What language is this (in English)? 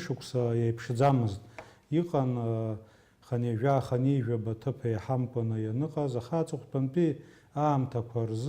Abkhazian